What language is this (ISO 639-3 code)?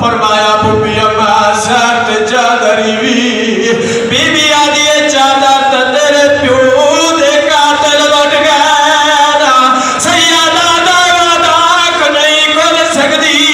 skr